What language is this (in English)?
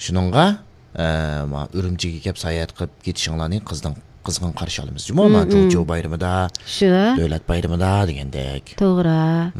Uyghur